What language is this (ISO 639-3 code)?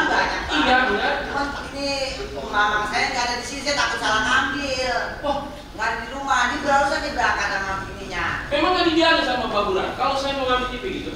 bew